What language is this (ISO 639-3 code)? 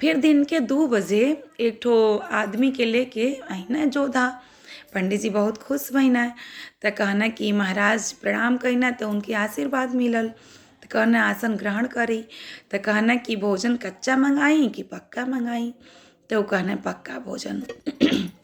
bho